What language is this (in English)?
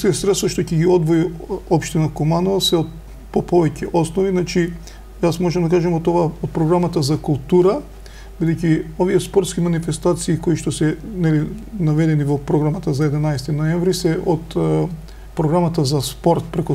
Macedonian